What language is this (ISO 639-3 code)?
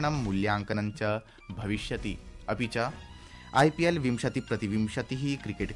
san